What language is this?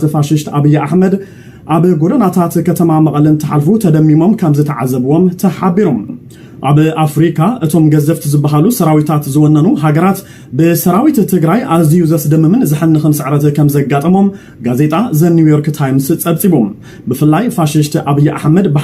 Tigrinya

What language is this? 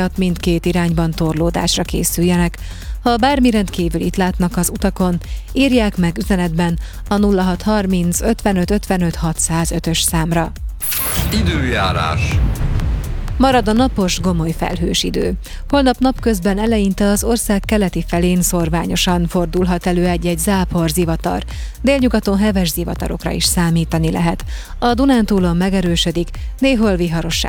Hungarian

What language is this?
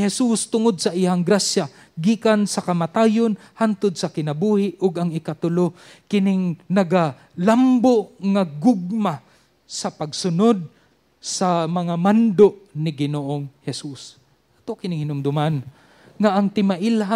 Cebuano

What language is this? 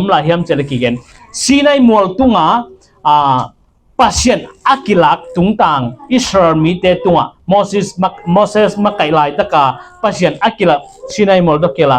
Tedim Chin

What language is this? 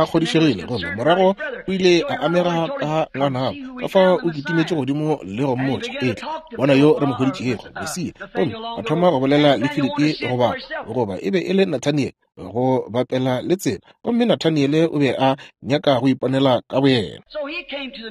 Northern Sotho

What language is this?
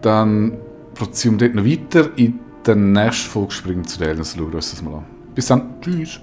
Swiss German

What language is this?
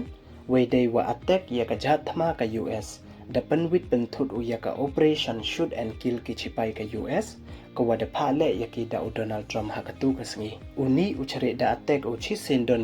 Pnar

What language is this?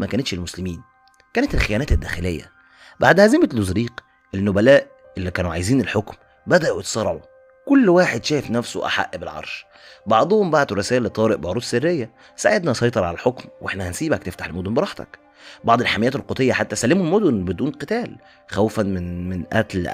Egyptian Arabic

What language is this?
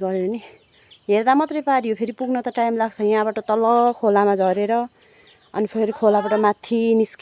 Nepali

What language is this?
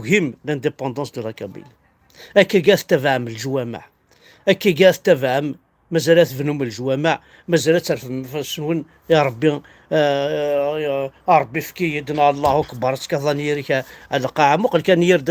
Kabyle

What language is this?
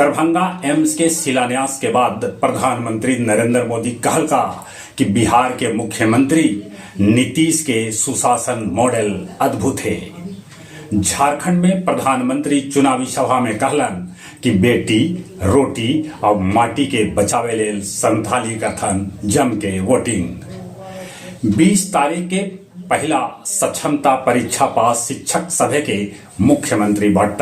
Magahi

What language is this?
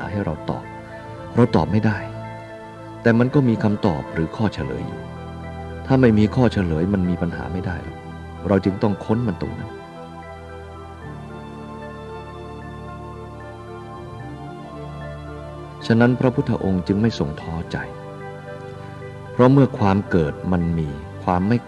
Thai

